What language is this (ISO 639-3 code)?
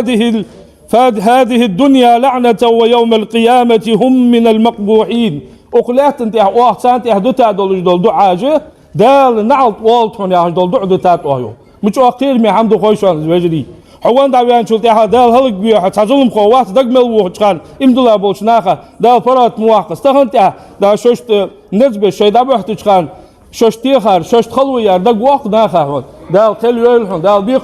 inh